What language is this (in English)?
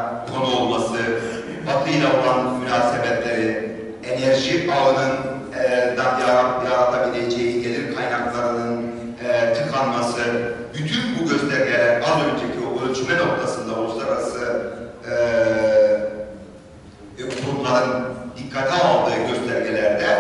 Turkish